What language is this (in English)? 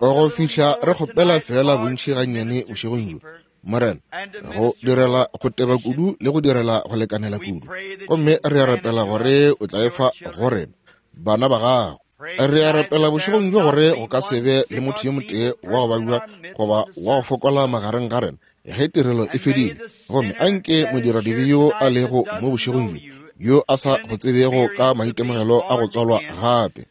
Northern Sotho